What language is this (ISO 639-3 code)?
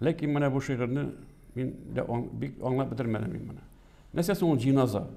tat